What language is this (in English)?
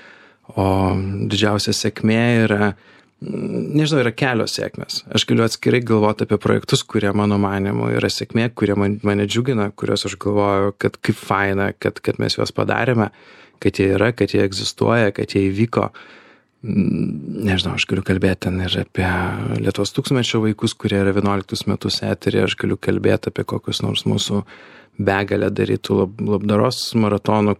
Lithuanian